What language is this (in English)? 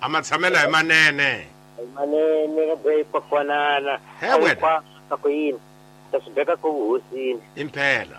Tsonga